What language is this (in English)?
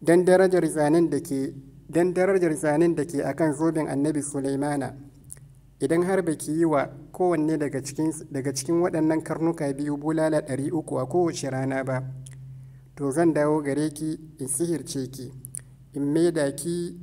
Hausa